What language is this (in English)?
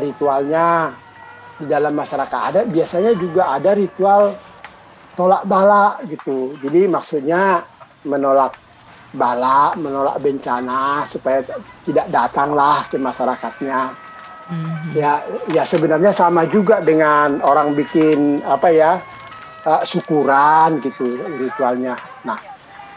Indonesian